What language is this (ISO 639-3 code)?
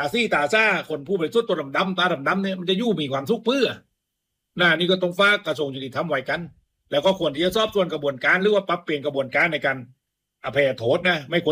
tha